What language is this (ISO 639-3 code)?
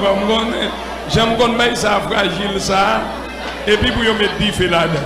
hat